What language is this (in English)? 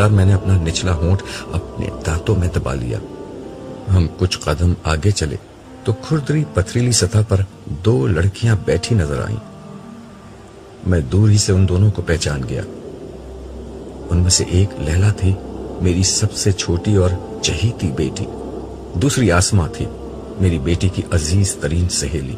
Urdu